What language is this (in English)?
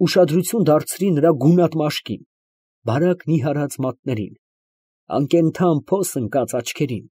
Armenian